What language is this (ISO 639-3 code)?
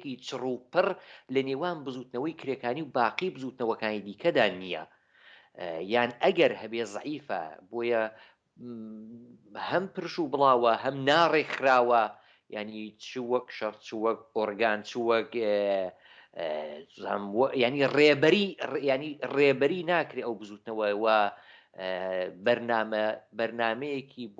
ckb